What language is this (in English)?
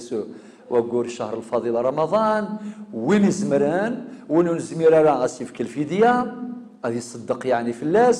Kabyle